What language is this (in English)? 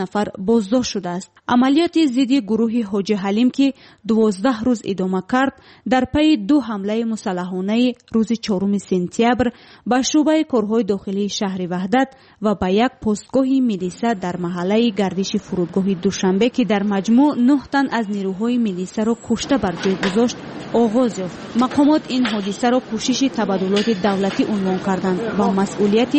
Tajik